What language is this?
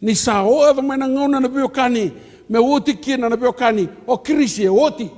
Fijian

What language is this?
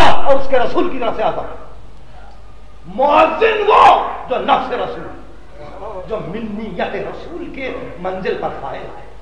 Urdu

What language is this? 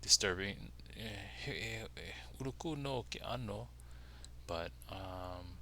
Hawaiian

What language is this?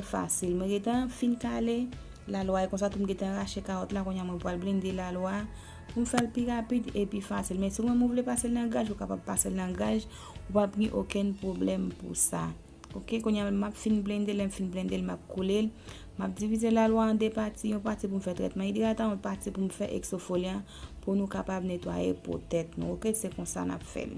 Haitian Creole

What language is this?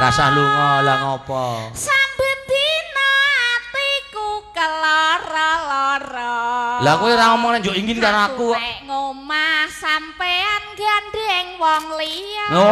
Javanese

